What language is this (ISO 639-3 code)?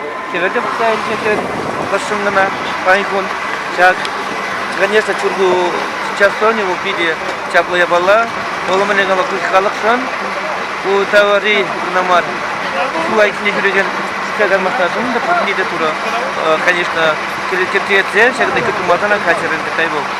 chv